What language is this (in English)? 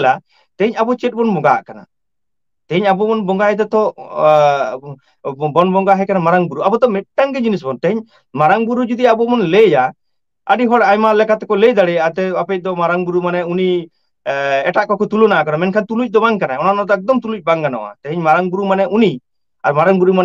Santali